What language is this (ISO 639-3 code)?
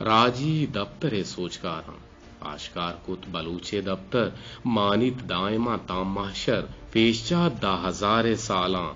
bgp